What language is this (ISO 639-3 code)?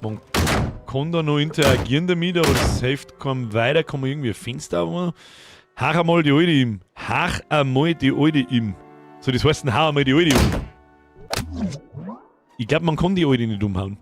bar